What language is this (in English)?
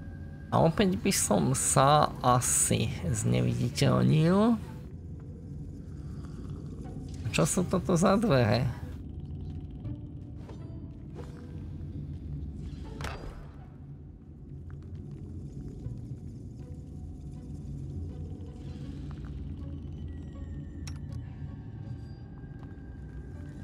Slovak